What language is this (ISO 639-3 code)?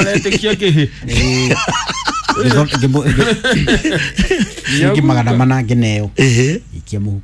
kik